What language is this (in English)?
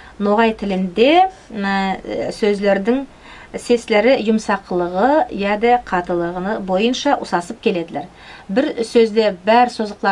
Nogai